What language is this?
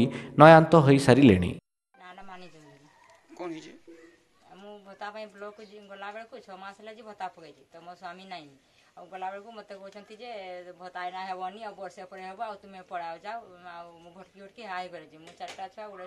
Odia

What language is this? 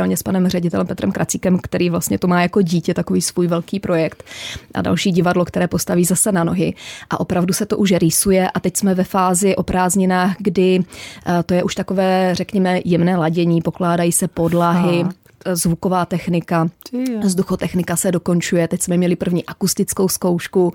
Czech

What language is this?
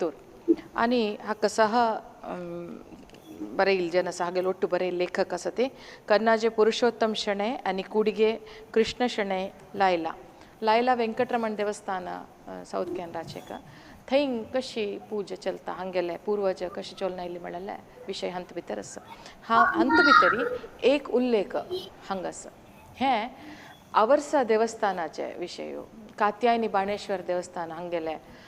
Konkani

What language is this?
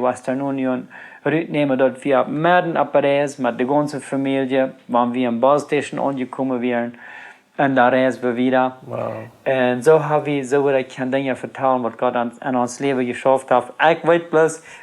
Plautdietsch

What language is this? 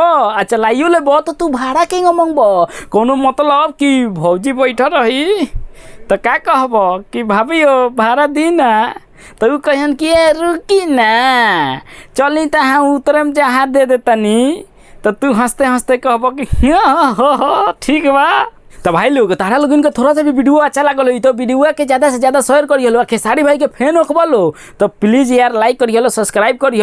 Bhojpuri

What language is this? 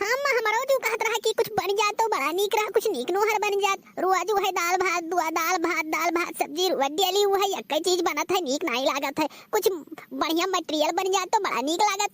Awadhi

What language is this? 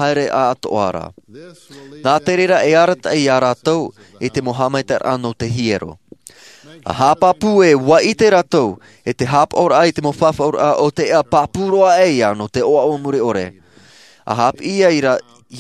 Tahitian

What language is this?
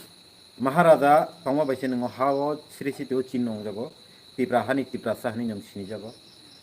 Kok Borok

